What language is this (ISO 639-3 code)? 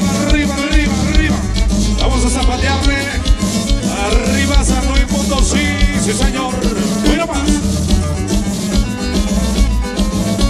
spa